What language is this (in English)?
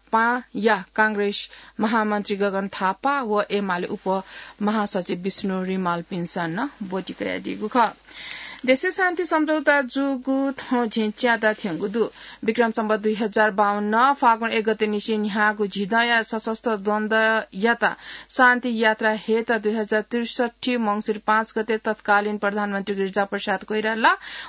Newari